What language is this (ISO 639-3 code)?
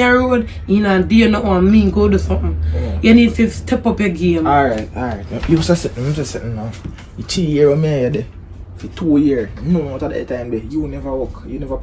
jam